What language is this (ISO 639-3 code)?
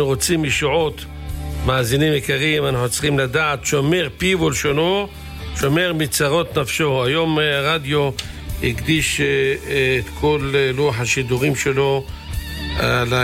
heb